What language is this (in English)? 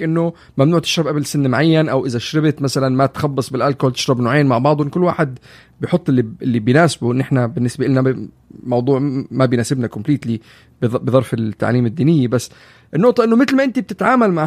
North Levantine Arabic